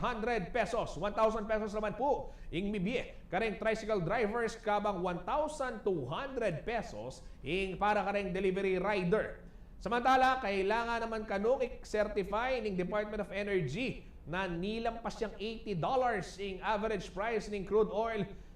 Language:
Pampanga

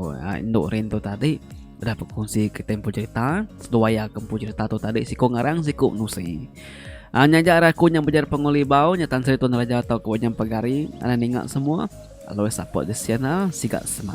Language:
Iban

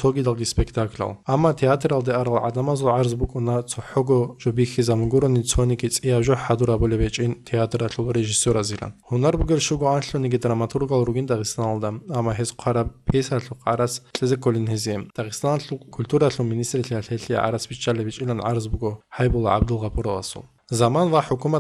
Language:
Avaric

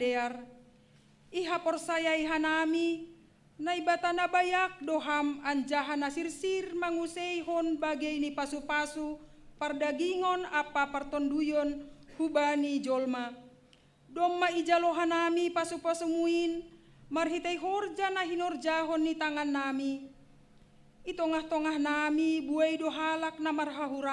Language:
Batak Simalungun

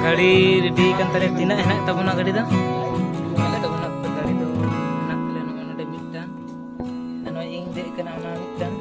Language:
Santali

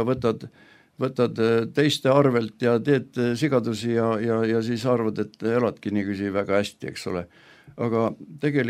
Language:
Estonian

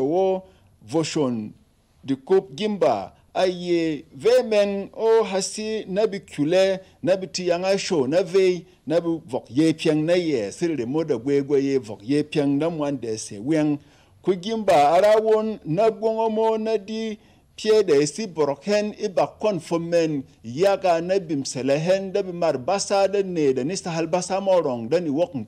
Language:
Berom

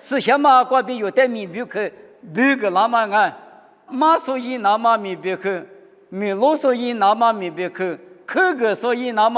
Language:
Lisu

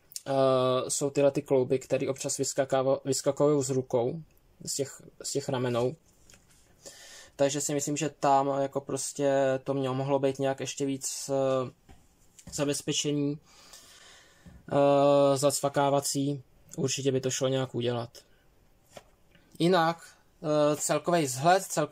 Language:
Czech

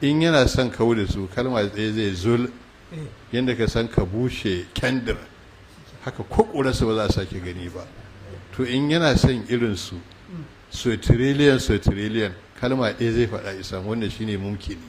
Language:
Hausa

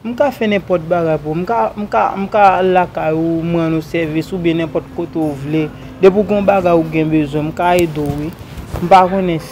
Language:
Haitian Creole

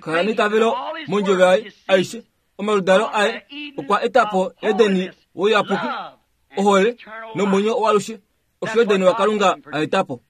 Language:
Kuanyama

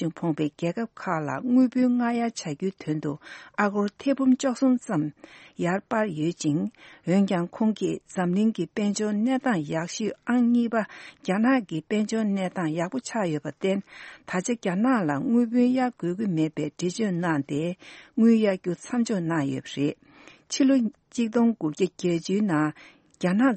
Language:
Tibetan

